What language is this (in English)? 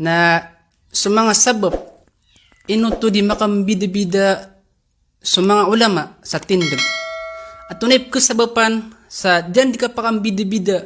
Maranao